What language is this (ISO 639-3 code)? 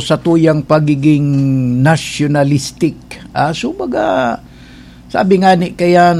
bik